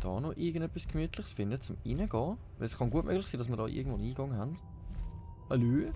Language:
Swiss German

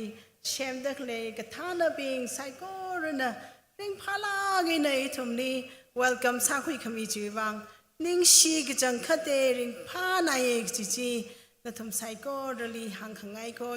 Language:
Tangkhul Naga (India)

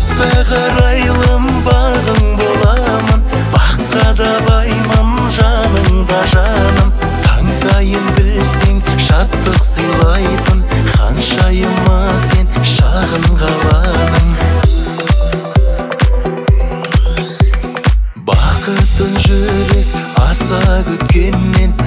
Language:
Kazakh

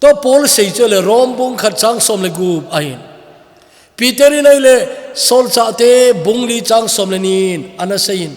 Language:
Thado Chin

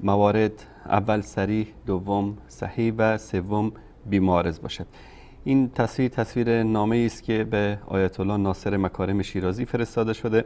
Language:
Persian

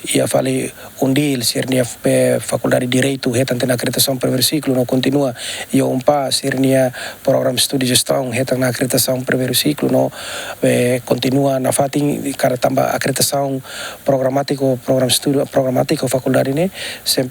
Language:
Tetum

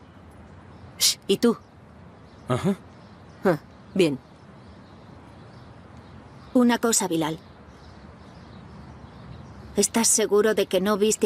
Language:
Spanish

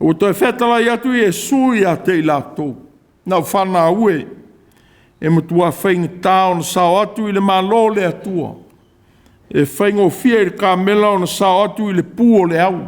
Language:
Samoan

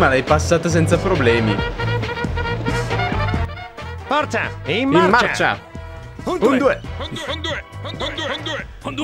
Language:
Italian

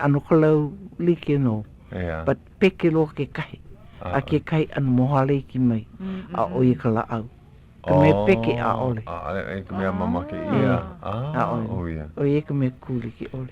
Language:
Hawaiian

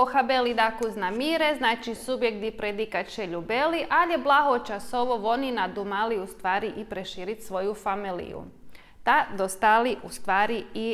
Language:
Rusyn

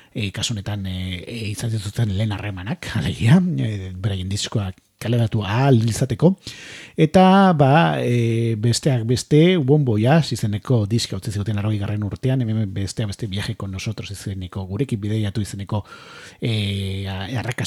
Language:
Basque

